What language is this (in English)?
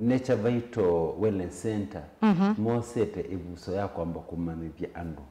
Kamba